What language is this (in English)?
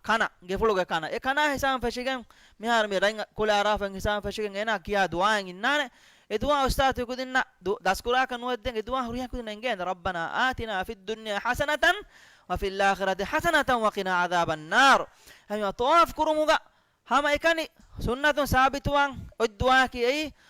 Divehi